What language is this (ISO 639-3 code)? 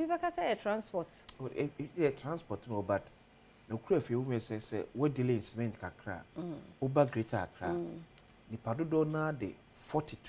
aka